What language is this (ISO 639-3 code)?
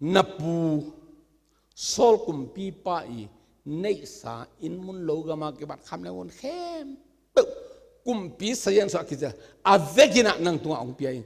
ctd